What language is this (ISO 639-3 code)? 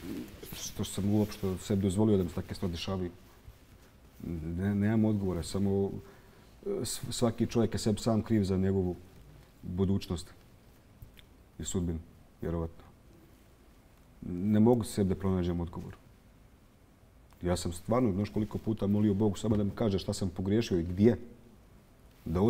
bos